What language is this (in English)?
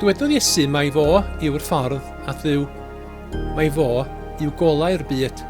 Welsh